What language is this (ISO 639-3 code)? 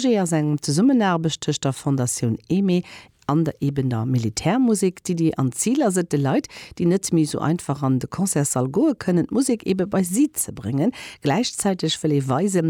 ltz